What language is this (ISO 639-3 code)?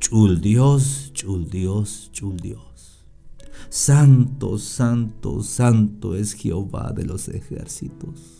tzh